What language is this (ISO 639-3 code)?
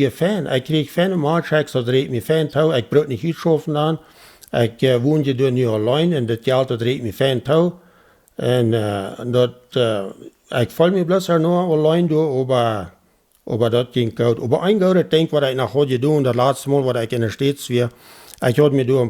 pdt